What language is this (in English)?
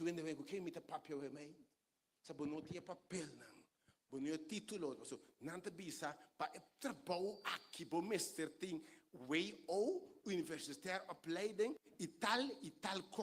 Papiamento